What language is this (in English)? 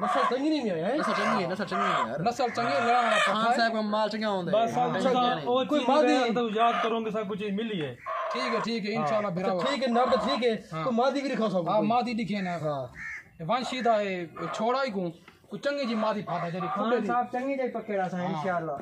Saraiki